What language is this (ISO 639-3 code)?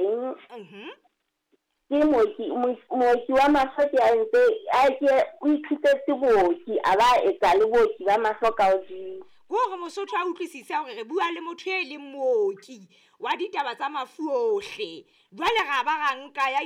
sot